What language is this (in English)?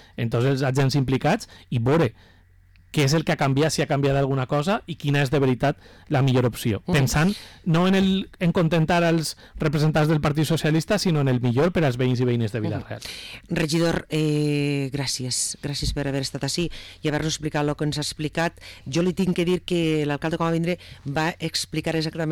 Catalan